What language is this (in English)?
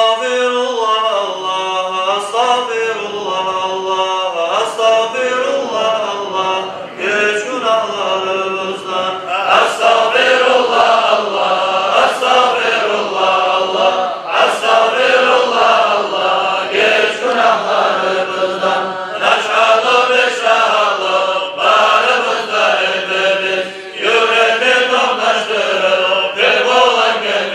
Kumyk